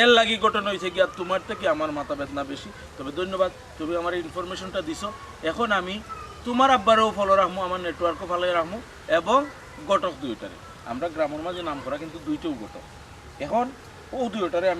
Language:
Sylheti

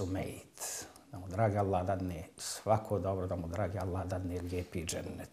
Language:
Bosnian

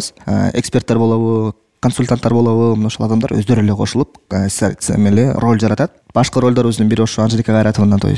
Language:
Kyrgyz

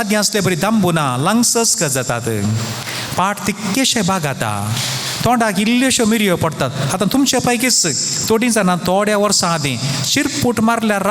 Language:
Konkani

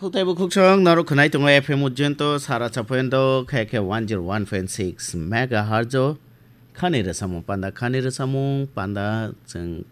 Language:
Kok Borok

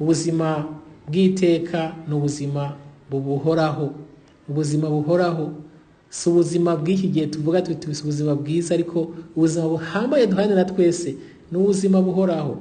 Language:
Rundi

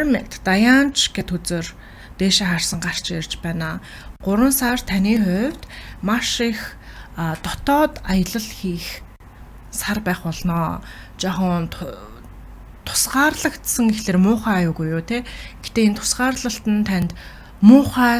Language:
Mongolian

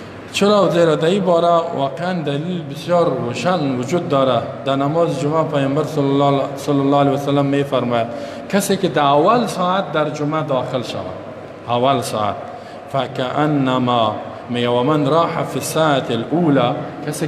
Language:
Persian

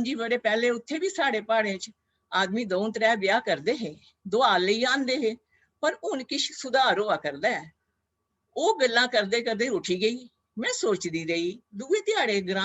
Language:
Dogri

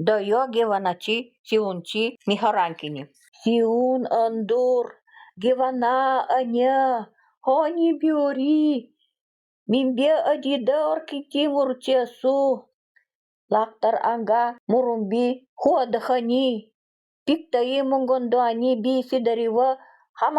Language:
Nanai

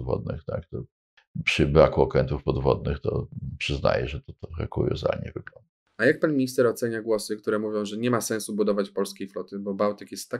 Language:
Polish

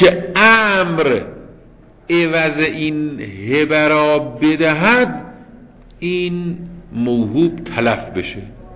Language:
Persian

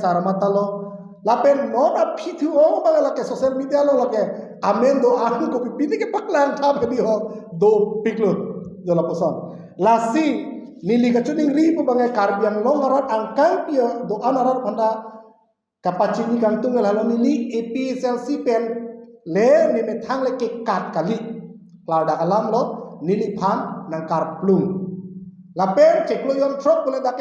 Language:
Karbi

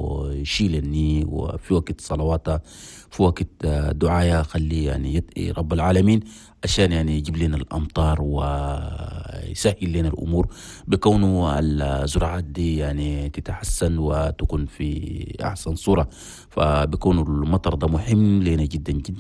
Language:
Chadian Arabic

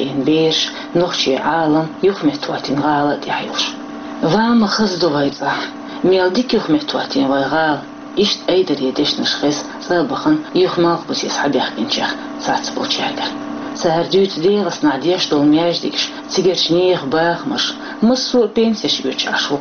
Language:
Chechen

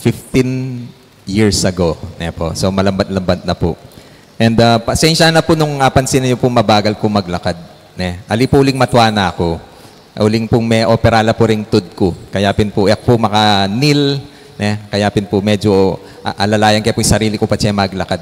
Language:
Pampanga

